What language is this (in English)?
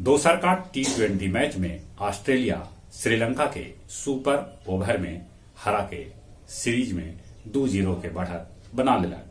Magahi